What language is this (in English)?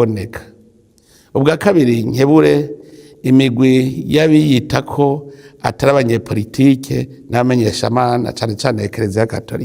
Rundi